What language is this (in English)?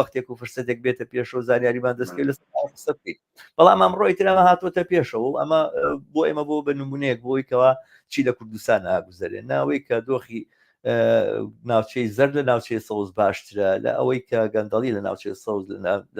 Central Kurdish